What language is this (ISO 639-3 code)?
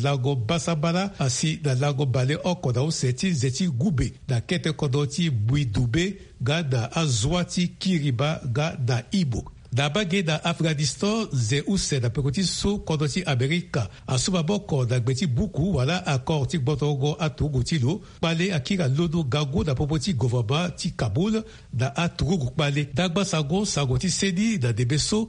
sag